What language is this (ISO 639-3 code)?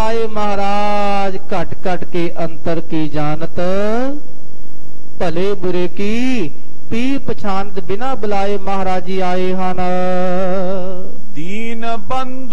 pan